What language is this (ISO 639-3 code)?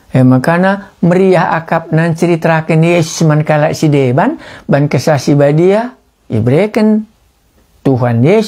btx